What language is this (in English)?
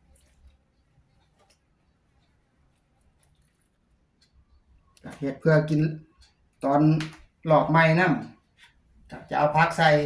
Lao